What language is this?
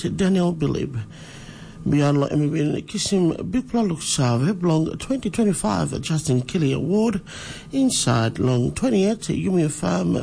Tok Pisin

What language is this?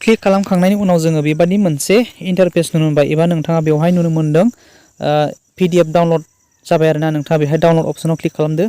Bodo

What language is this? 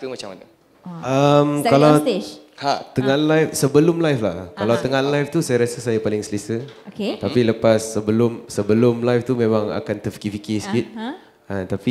Malay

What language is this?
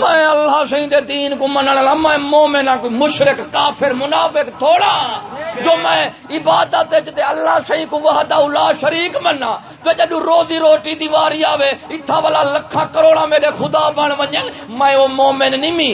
Saraiki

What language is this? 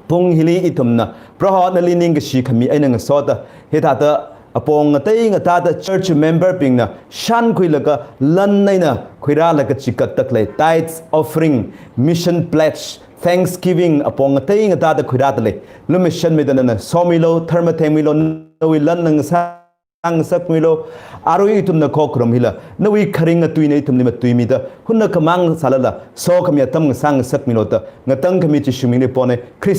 Tangkhul Naga (India)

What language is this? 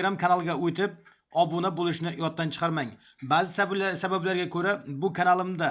Uzbek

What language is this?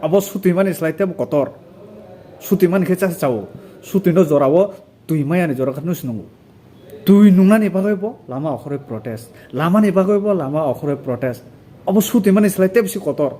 Kok Borok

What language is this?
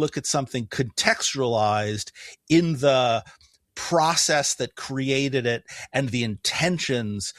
English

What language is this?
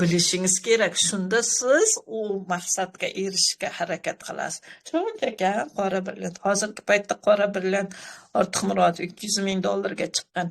Uzbek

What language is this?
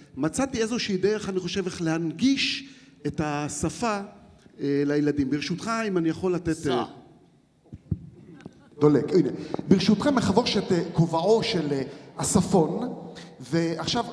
Hebrew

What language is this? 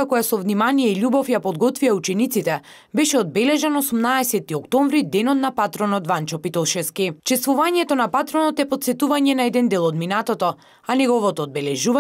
Macedonian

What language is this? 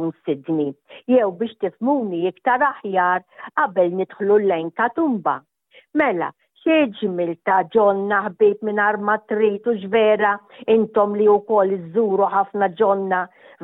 Maltese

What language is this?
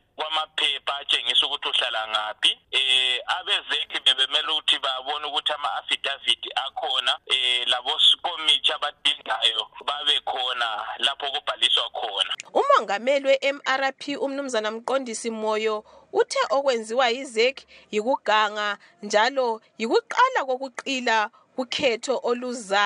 North Ndebele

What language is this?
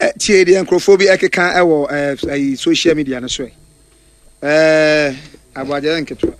Akan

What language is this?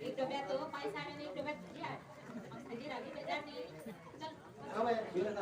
Konkani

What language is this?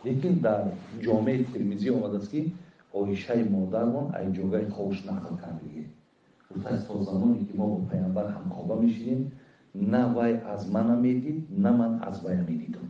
Tajik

